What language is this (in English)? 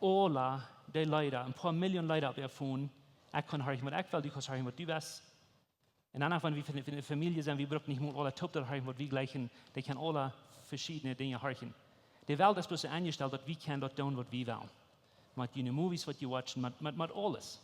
Plautdietsch